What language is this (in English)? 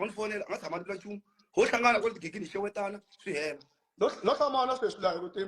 Tsonga